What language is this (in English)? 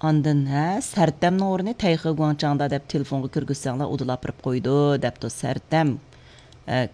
Uyghur